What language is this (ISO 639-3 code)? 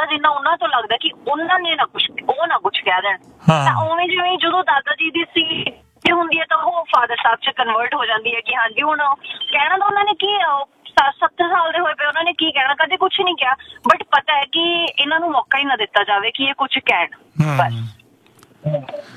pan